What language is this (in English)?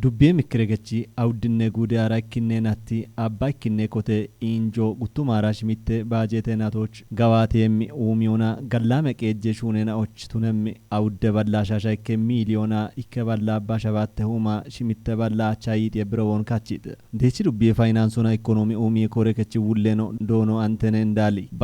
Kafa